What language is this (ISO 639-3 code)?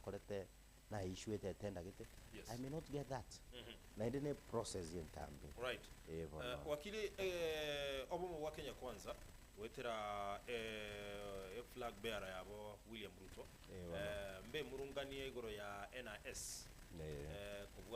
guz